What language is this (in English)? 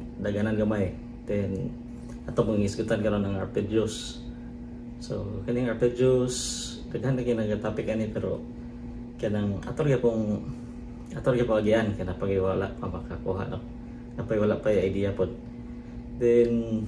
Cebuano